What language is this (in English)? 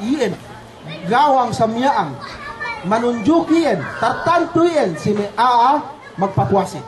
Yakan